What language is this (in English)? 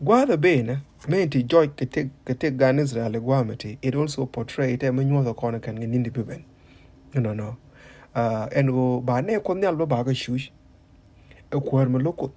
Nuer